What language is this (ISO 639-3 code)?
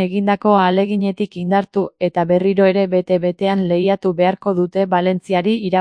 eus